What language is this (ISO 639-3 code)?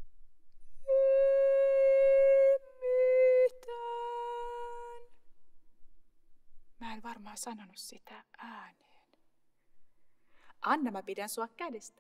fin